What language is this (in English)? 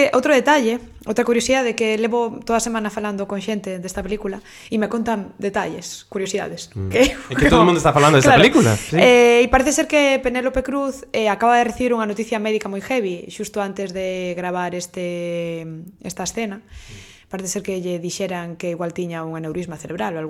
Galician